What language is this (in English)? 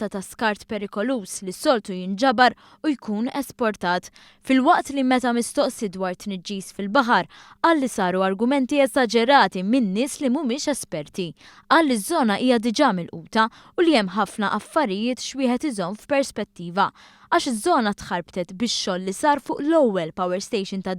Maltese